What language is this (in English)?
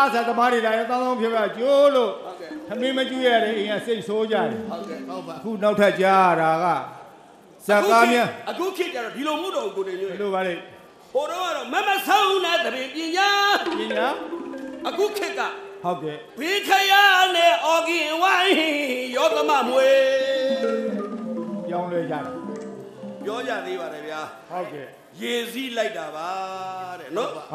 Burmese